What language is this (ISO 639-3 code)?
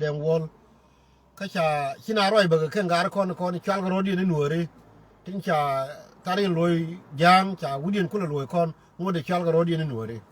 nus